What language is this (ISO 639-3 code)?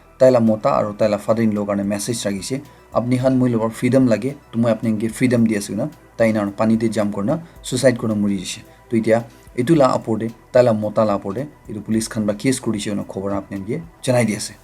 nag